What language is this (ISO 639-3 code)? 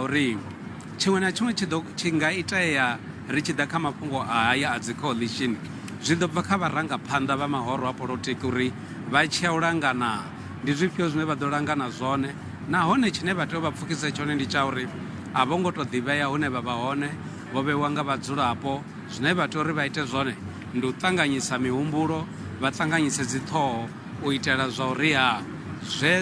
ven